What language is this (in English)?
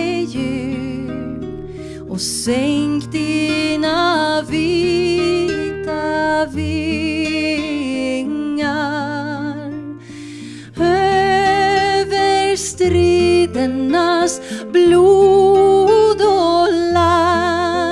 Swedish